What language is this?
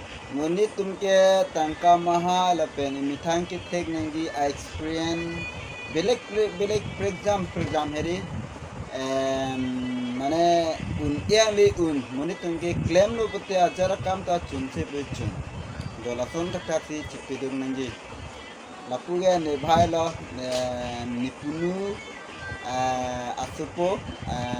Karbi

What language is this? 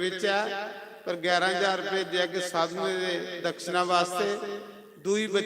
Dogri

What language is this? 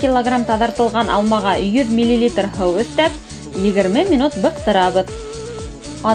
Bashkir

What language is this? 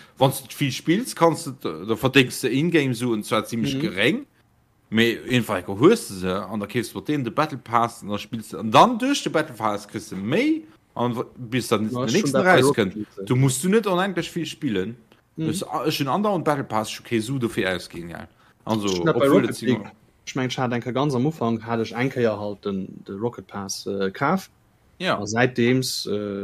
Luxembourgish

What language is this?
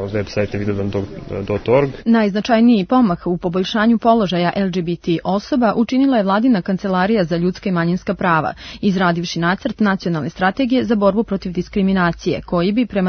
Serbian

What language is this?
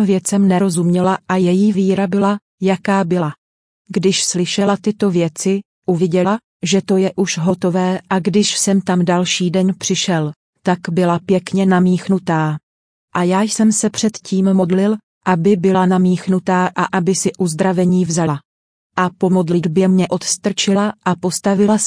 Czech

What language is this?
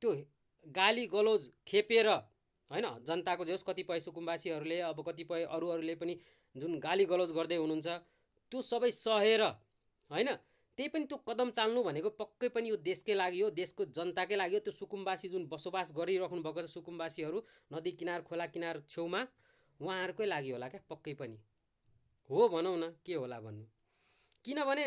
Nepali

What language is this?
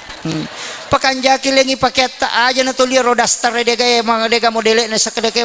Buginese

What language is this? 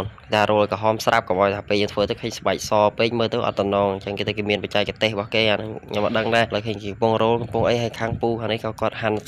Khmer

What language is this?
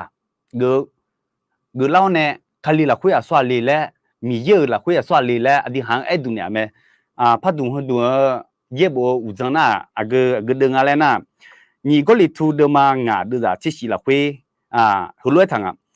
Akha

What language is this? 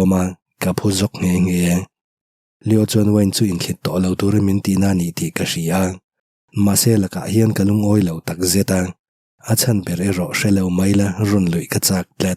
Mizo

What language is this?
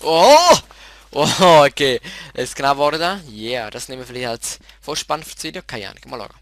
Swiss German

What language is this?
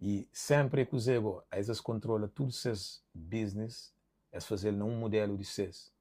Kabuverdianu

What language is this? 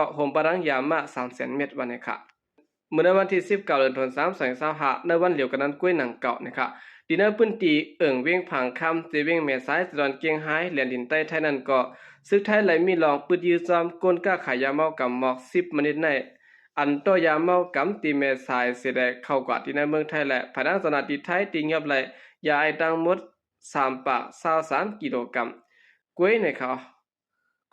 Shan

